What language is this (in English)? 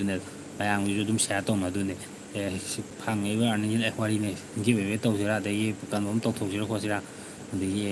Manipuri